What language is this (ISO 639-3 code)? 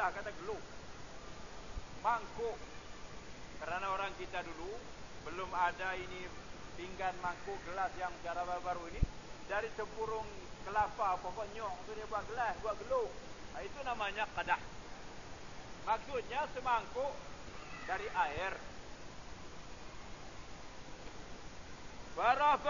msa